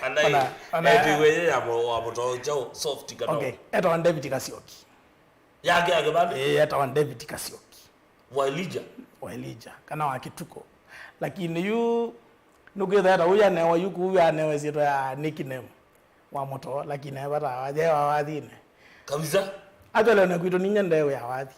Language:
Kamba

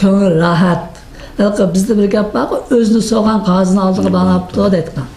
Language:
Uyghur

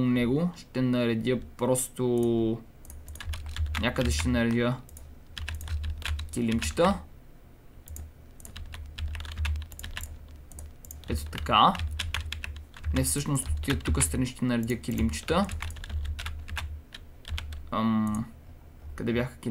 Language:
Bulgarian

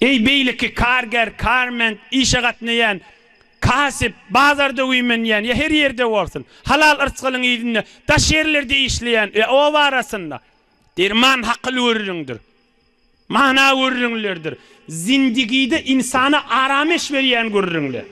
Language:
Turkmen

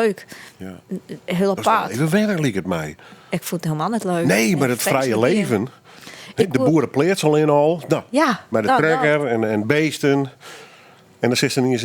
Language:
Western Frisian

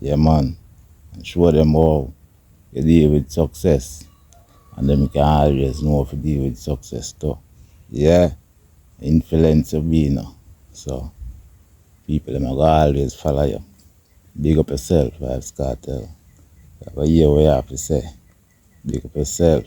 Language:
Jamaican Creole English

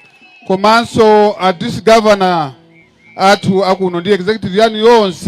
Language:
Nyanja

